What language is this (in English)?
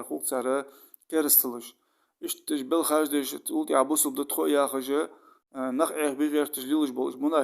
Ingush